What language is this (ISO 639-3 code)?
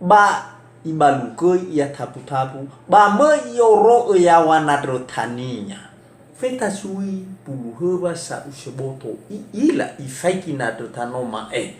nia